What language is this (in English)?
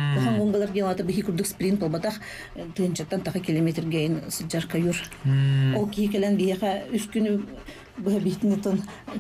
Yakut